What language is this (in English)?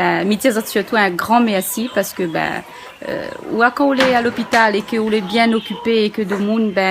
Réunion Creole French